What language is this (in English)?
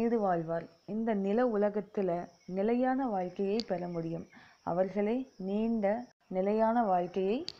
Tamil